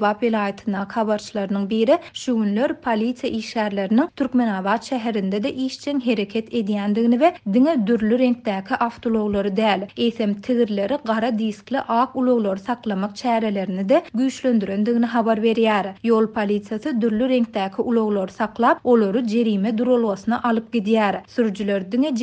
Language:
Turkmen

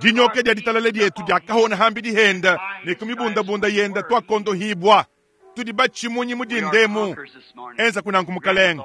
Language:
Luba-Lulua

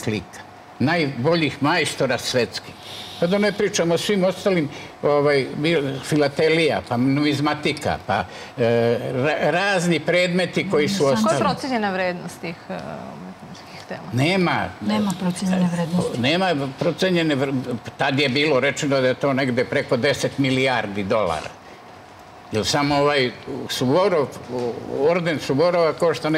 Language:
Serbian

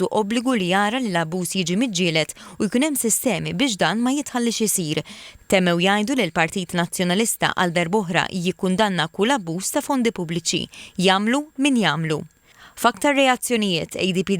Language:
Maltese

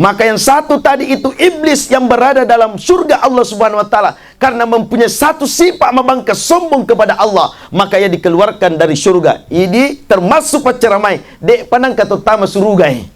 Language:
Buginese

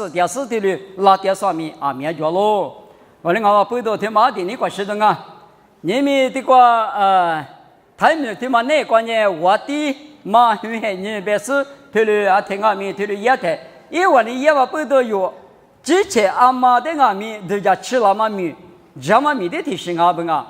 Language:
Lisu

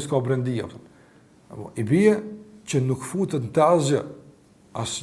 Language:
Albanian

